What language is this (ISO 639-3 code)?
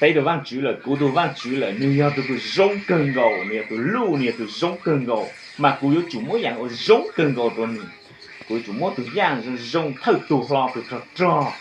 hmn